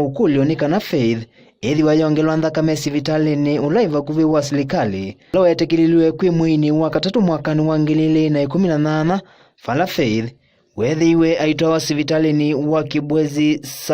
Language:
Kamba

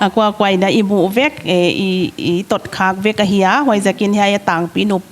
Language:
Paite Chin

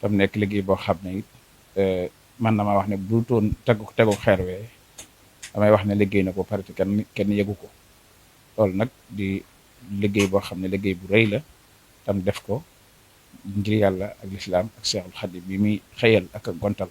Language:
Wolof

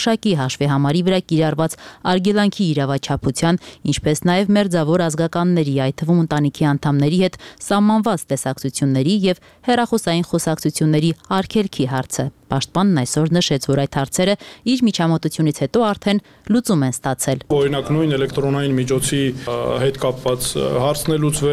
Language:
Armenian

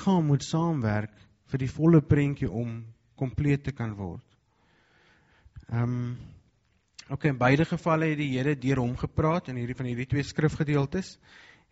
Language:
Afrikaans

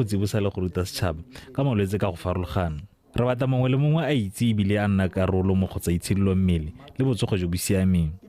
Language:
Tswana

